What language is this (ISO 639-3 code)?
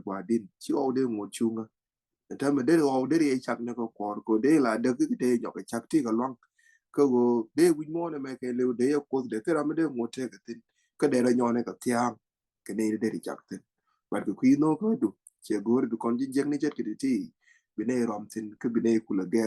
nus